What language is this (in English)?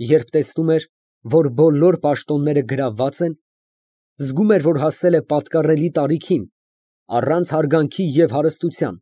Armenian